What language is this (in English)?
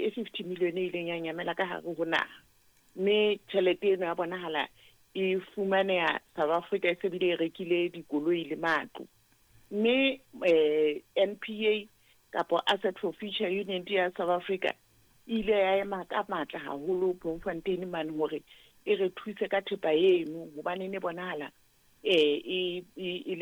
Southern Sotho